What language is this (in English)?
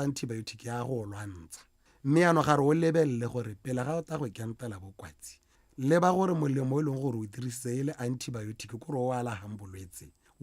Tswana